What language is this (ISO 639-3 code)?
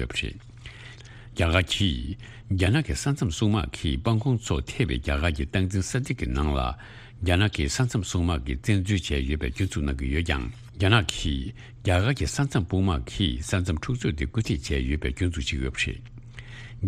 bod